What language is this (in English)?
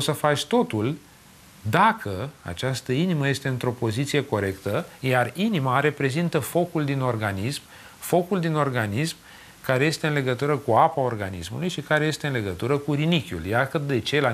Romanian